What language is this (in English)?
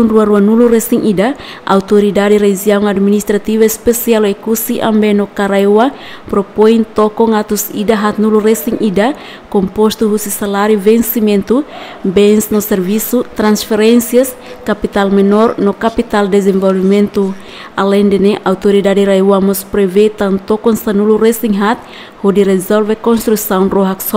Tetum